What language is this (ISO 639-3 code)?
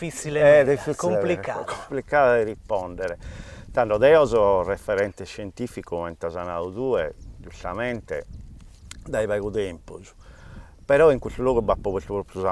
srd